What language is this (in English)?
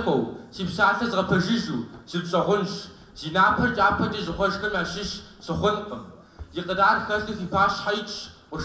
Kabardian